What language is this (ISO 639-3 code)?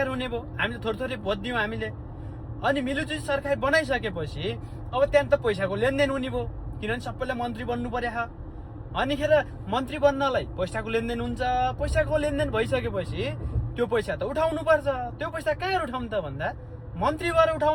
nep